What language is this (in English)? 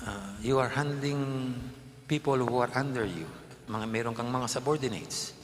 Pampanga